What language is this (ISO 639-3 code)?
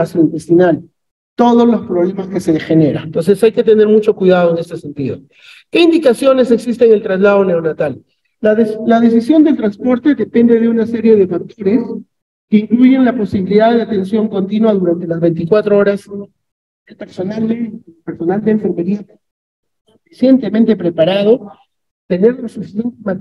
spa